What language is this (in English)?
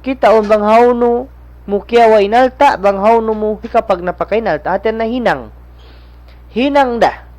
Tausug